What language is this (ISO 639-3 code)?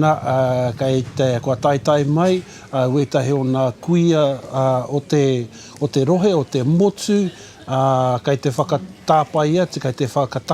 mri